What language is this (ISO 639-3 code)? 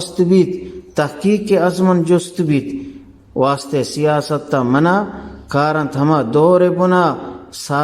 bgp